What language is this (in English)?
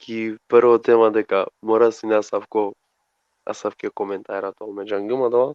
Balkan Romani